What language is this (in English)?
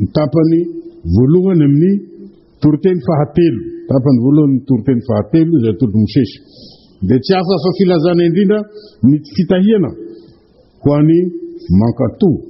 Malagasy